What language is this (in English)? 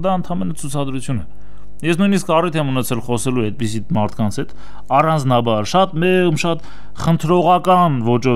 Armenian